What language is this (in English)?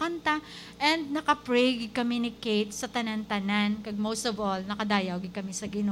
Hiligaynon